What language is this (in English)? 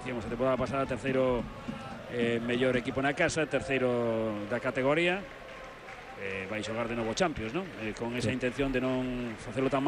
Galician